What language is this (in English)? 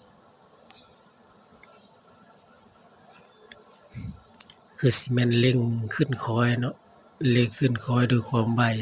Lao